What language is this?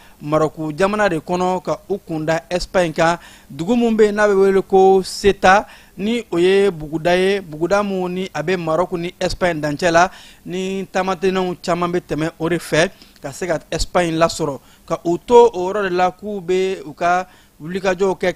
Bambara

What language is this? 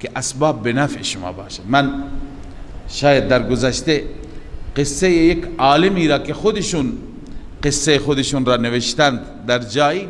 Persian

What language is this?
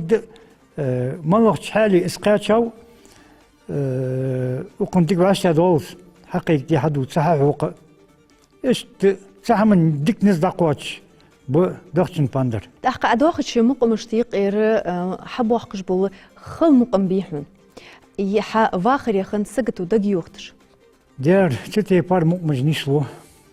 Ingush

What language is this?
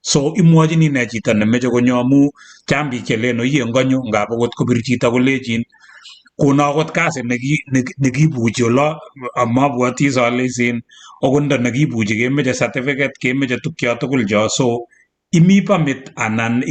Kalenjin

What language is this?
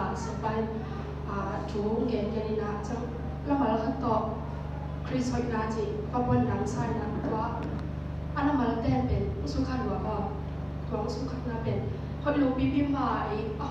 Tedim Chin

